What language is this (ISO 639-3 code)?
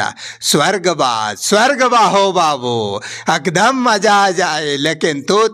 bho